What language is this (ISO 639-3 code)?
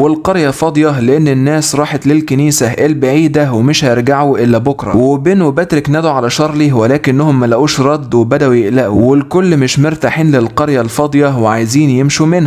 arz